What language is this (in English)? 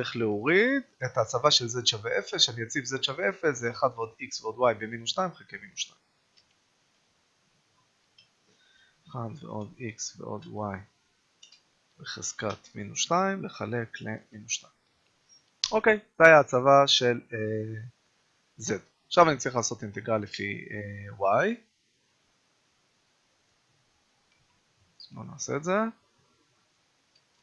Hebrew